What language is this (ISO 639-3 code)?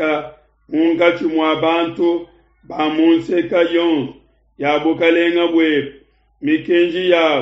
lua